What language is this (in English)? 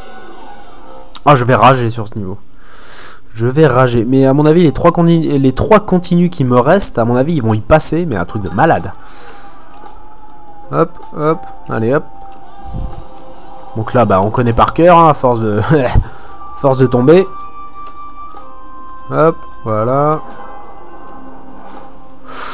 French